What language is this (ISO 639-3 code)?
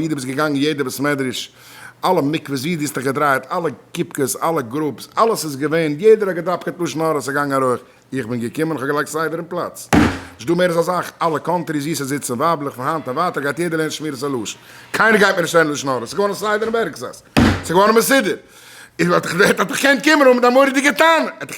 yid